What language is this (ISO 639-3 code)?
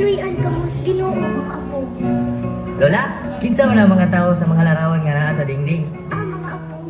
ceb